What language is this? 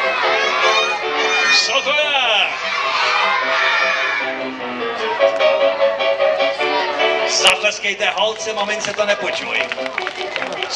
Czech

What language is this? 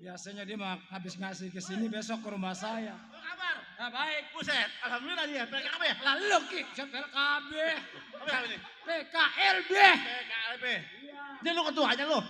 Betawi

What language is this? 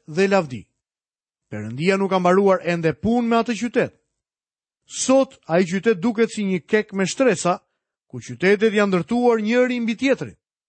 Albanian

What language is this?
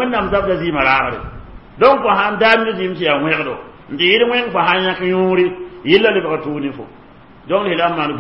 Mossi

